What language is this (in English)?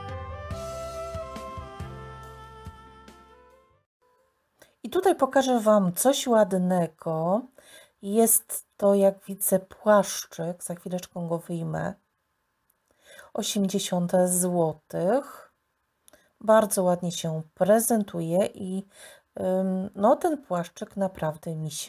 Polish